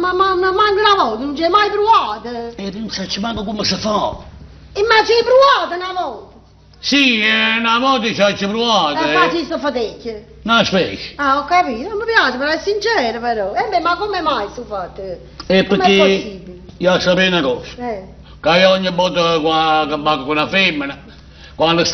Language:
Neapolitan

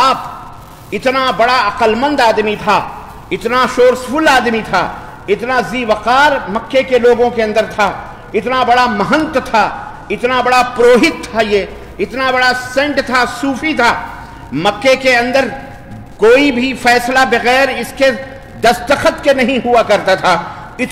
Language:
Urdu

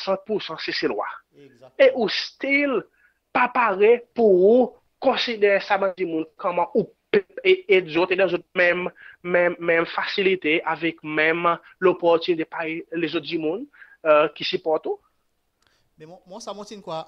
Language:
Seselwa Creole French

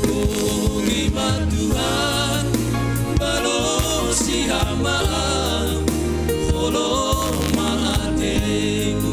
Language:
Batak Simalungun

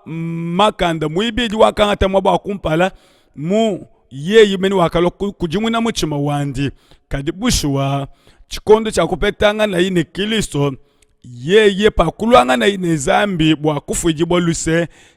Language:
Luba-Lulua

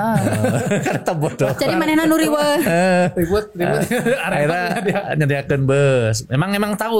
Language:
Sundanese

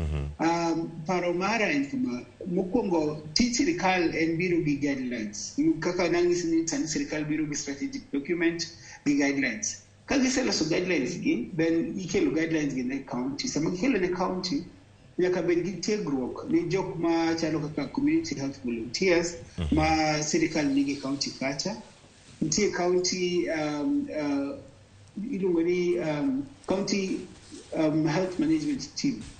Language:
Luo (Kenya and Tanzania)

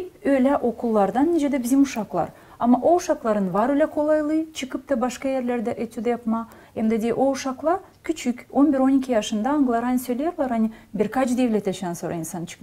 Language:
Gagauz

